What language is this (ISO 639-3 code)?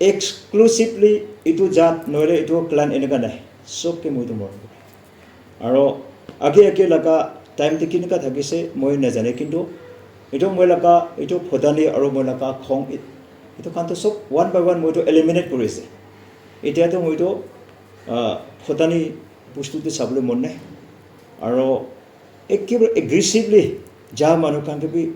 nag